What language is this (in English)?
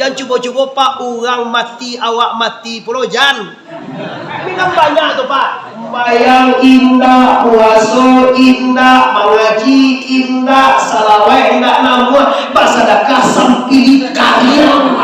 Minangkabau